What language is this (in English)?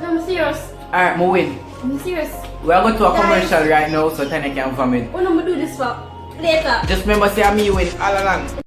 Jamaican Creole English